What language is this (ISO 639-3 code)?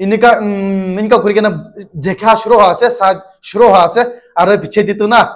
nag